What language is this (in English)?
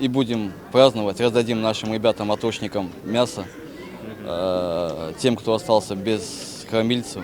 Crimean Tatar